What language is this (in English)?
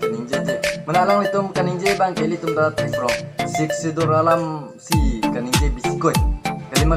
Karbi